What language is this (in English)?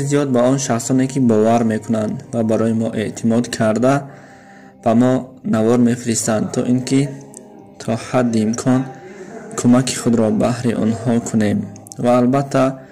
Tajik